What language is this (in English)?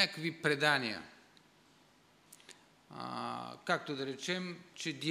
Bulgarian